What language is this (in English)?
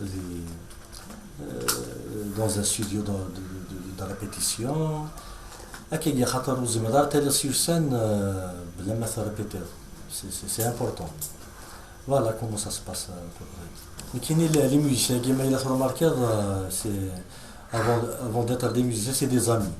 Kabyle